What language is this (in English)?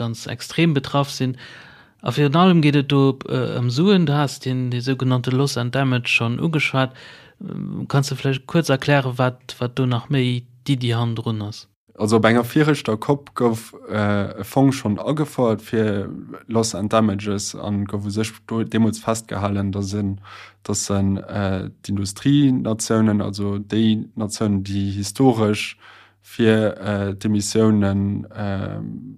Luxembourgish